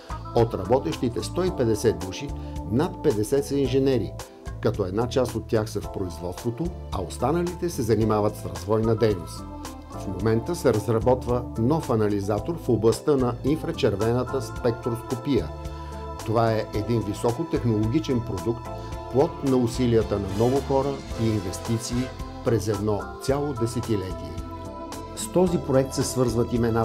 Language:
Bulgarian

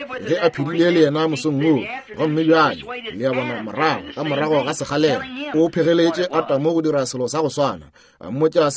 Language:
Northern Sotho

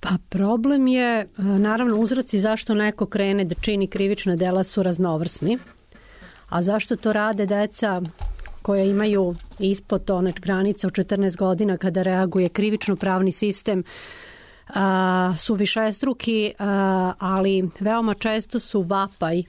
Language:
Serbian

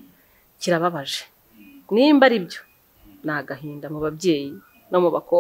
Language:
Kinyarwanda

